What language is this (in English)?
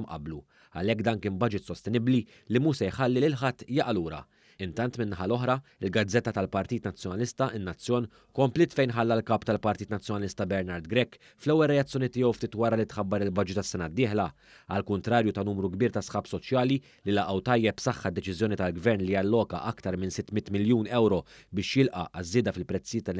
Maltese